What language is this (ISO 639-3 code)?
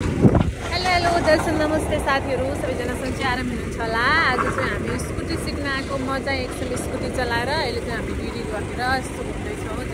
nep